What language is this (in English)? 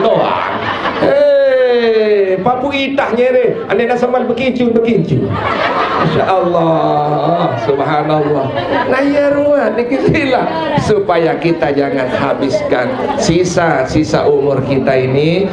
Sasak